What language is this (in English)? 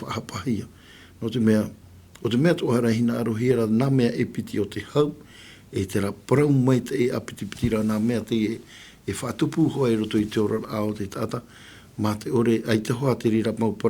Tahitian